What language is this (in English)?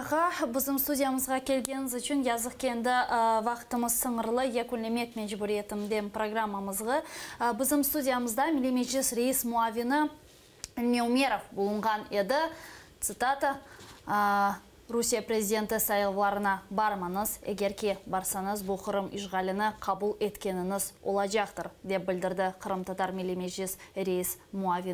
Crimean Tatar